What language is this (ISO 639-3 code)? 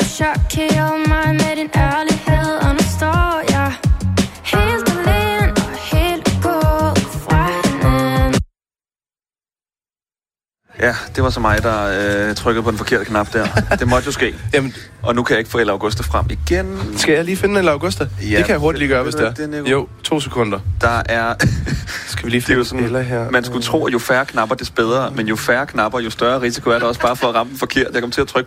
dan